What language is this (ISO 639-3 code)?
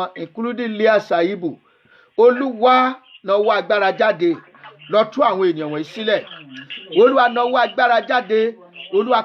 yor